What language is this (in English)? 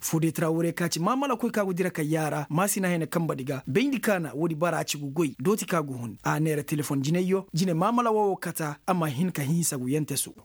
Koyraboro Senni